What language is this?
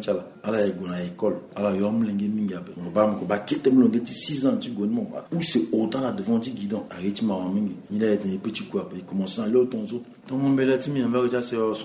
Sango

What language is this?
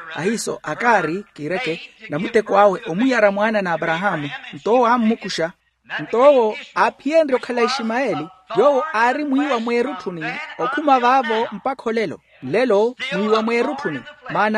Makhuwa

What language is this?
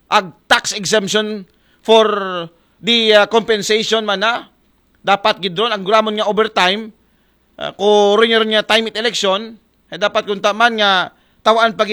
Aklanon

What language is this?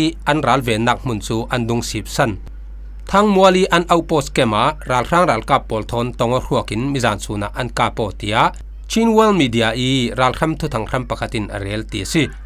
Falam Chin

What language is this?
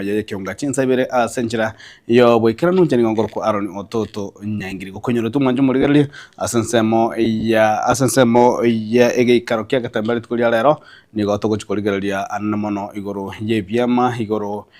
Gusii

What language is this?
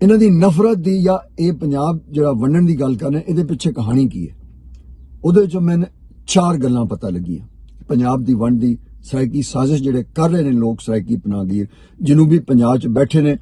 Western Panjabi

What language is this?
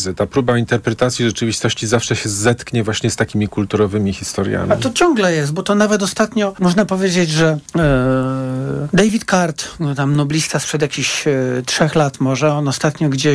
Polish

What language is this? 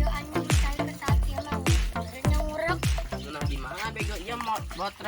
Sundanese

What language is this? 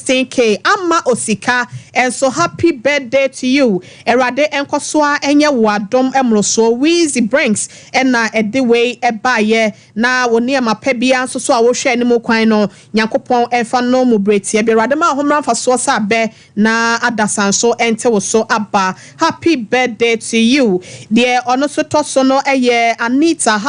Akan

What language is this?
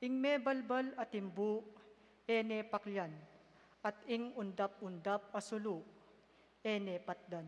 Pampanga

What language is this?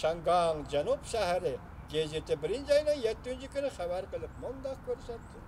Uyghur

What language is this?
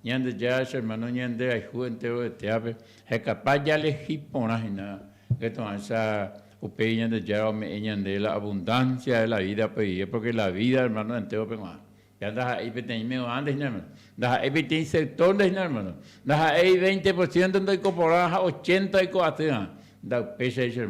Guarani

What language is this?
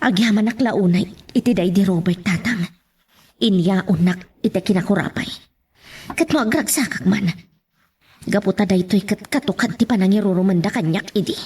Iloko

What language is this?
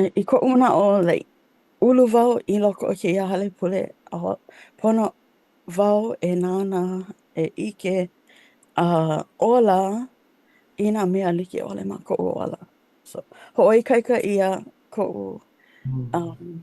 Hawaiian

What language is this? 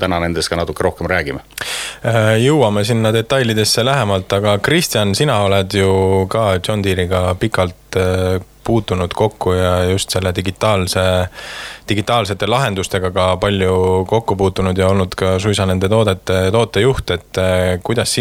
Estonian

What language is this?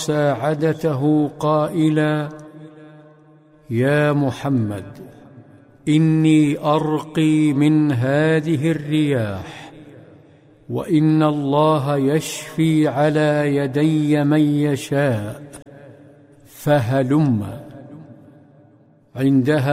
Arabic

